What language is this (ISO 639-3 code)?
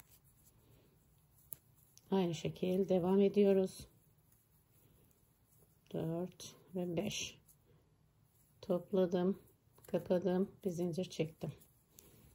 tur